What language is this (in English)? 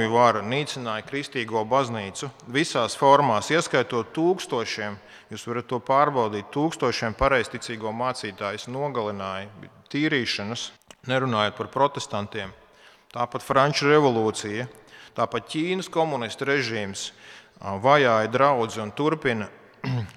Latvian